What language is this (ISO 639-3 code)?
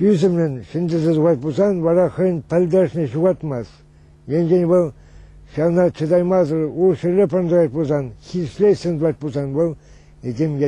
chv